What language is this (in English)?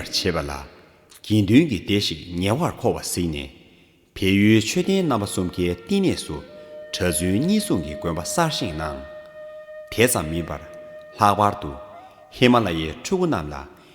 Tibetan